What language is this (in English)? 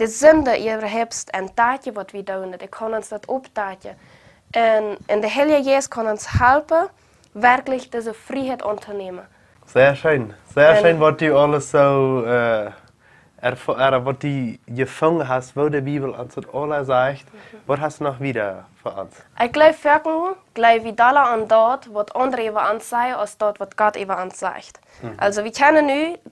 Plautdietsch